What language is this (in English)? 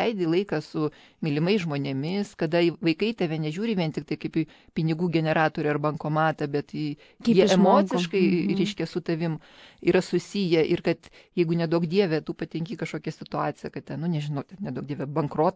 Lithuanian